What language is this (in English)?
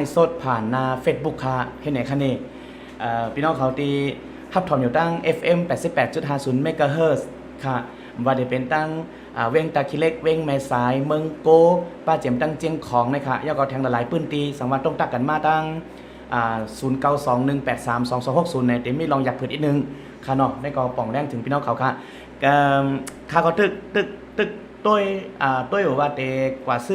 Shan